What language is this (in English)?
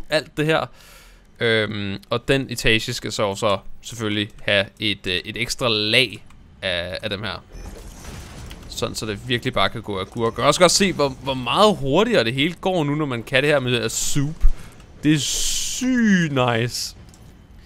Danish